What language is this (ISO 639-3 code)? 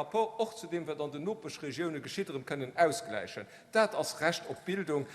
ltz